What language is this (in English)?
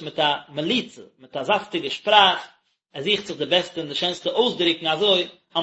Yiddish